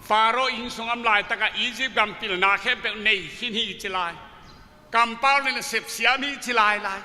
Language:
Tedim Chin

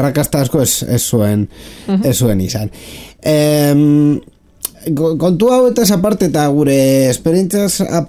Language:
Basque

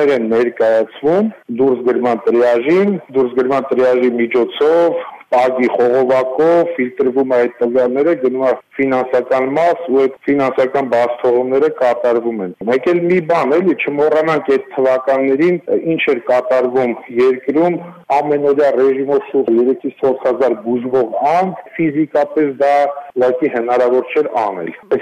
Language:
Armenian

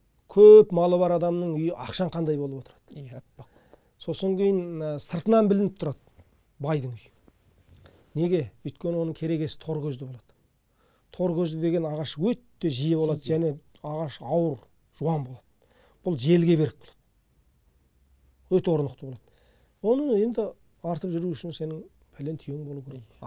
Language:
Kazakh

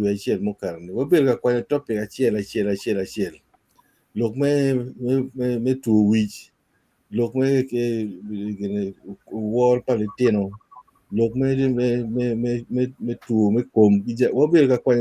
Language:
Acoli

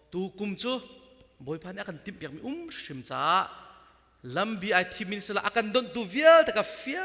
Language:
Hakha Chin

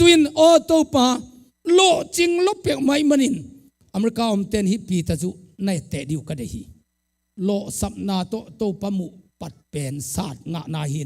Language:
Tedim Chin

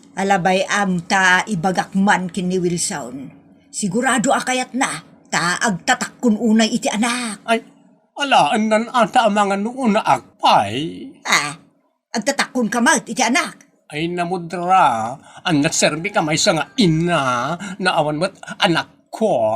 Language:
Iloko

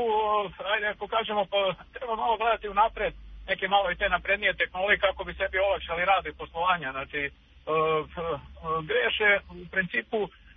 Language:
Serbian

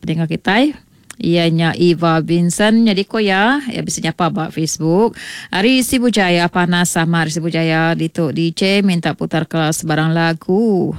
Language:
Iban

